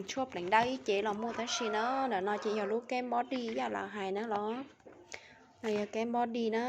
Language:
Hmong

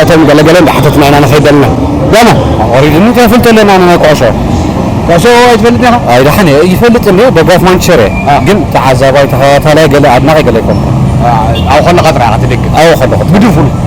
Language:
Tigrinya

